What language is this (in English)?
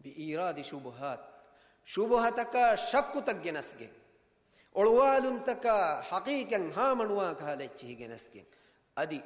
Divehi